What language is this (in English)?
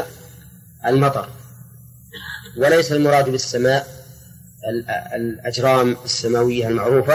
Arabic